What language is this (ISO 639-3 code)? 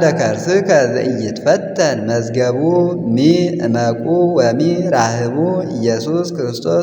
amh